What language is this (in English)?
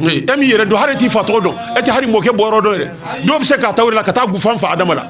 Bambara